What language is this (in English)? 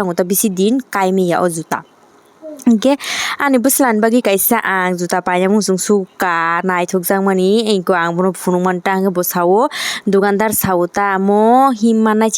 Kok Borok